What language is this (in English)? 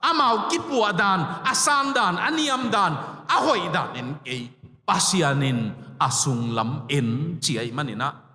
Tedim Chin